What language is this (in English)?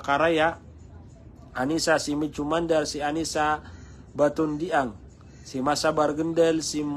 Maranao